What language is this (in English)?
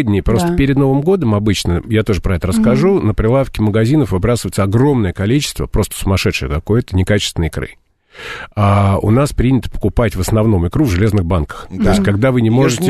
Russian